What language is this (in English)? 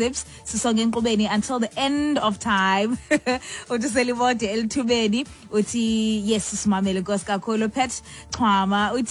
Xhosa